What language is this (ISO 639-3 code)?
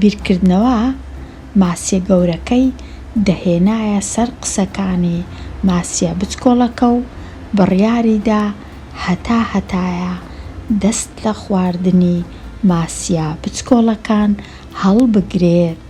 ckb